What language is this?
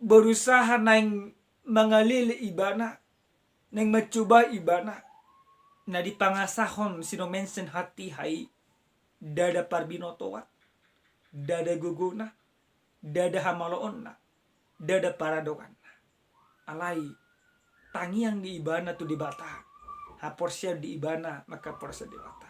Batak Toba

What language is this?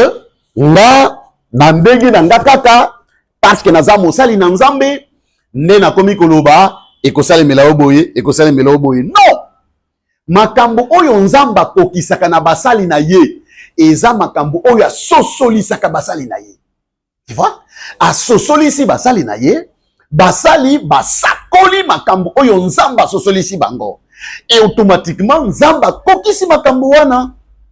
Lingala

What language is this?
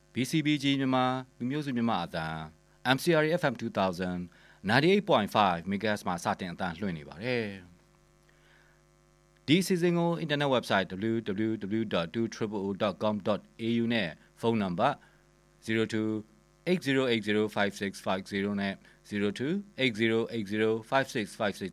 Burmese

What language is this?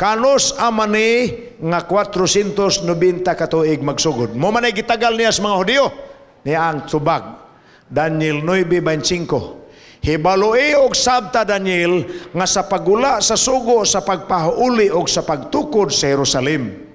Cebuano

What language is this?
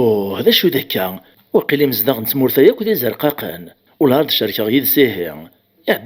Kabyle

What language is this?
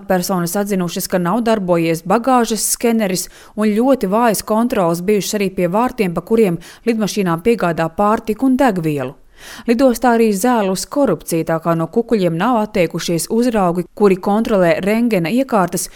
Latvian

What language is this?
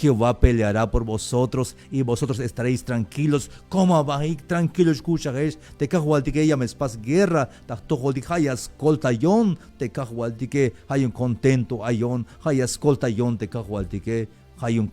Tzeltal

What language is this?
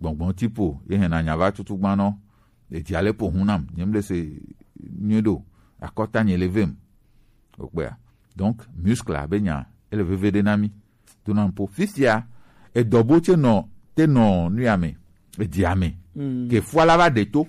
Gen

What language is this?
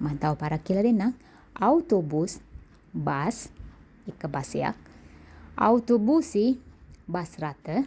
Sinhala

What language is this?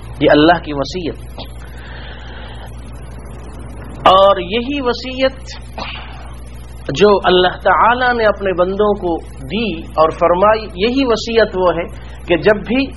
Urdu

